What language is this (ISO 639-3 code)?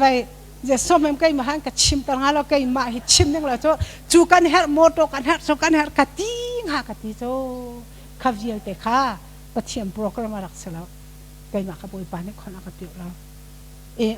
cnh